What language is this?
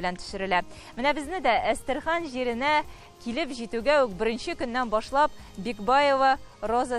Tatar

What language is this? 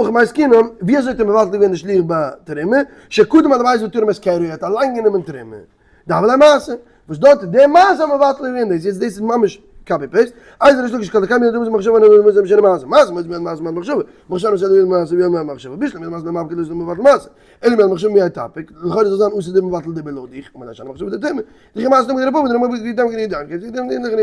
Yiddish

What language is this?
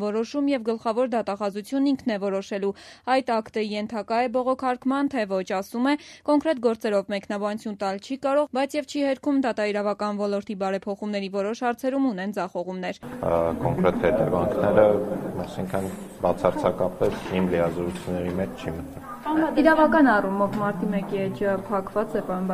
Armenian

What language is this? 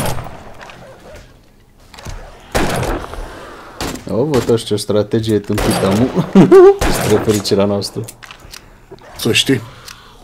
Romanian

